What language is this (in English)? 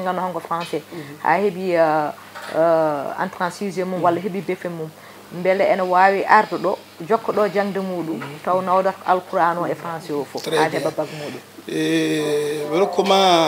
Fula